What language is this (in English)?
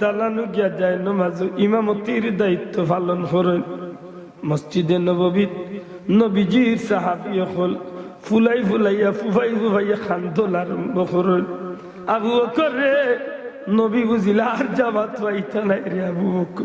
Sylheti